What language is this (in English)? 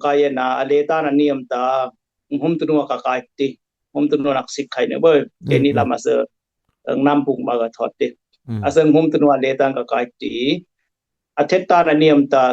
Dimasa